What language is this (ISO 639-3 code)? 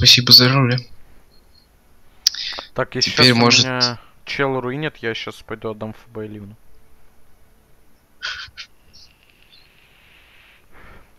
rus